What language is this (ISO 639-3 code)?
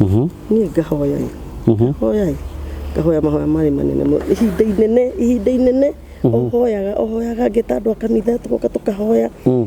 kik